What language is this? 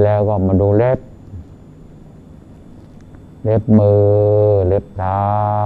Thai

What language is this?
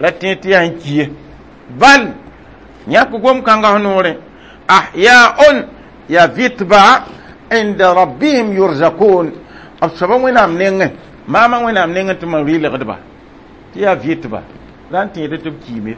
Mossi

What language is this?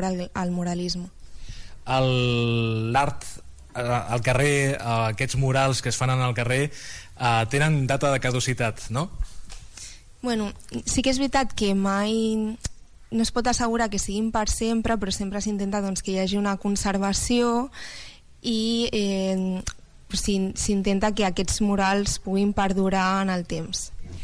Catalan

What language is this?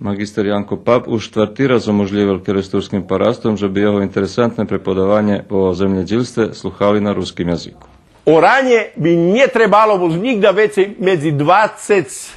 Rusyn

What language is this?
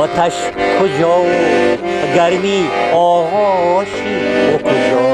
Tajik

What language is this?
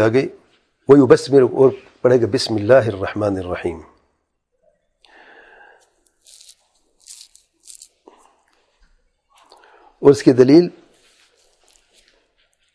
Urdu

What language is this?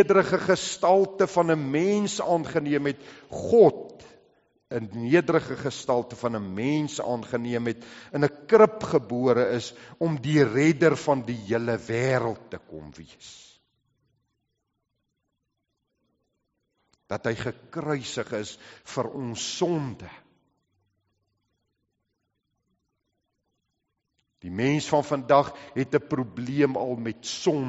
Afrikaans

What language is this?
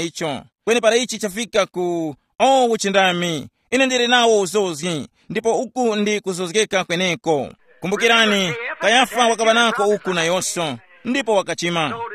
Tumbuka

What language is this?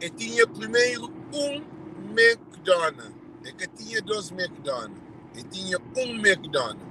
Kabuverdianu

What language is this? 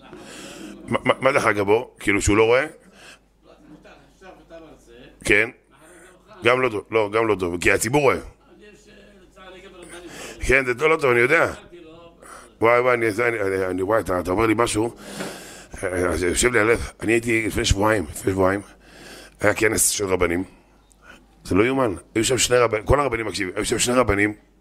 Hebrew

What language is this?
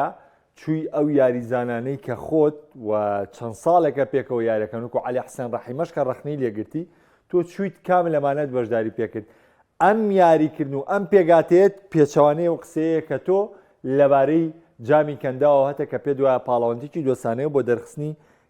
Central Kurdish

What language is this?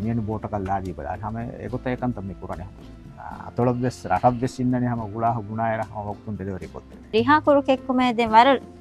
Divehi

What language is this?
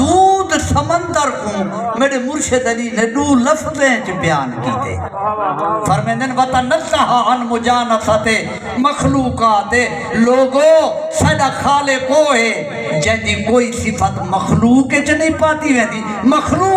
Saraiki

